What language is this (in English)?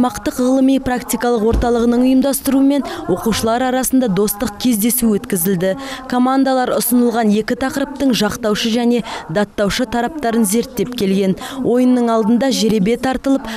Kazakh